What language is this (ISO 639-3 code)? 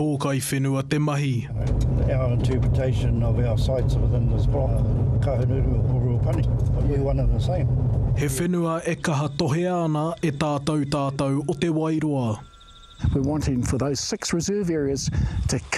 mri